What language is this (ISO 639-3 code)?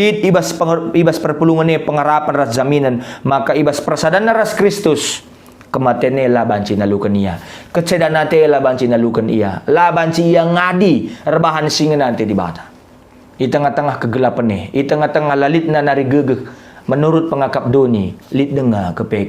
btx